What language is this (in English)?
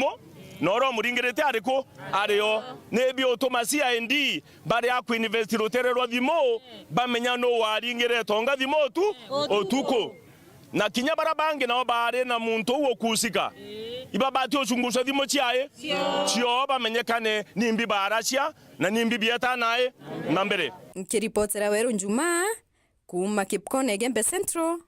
Meru